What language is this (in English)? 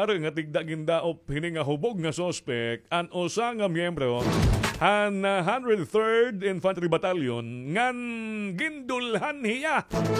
Waray